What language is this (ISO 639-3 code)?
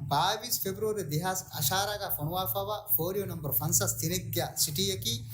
div